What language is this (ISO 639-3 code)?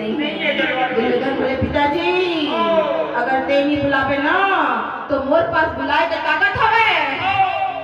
hne